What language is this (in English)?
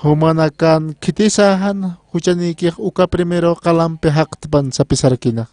Aymara